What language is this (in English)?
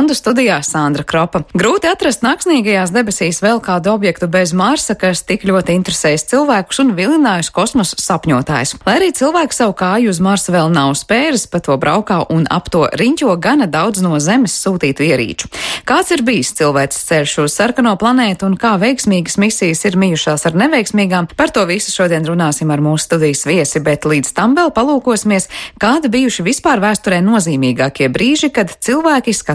Latvian